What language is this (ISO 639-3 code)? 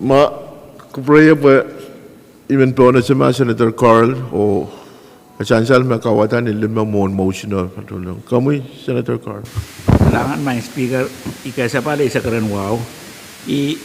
pon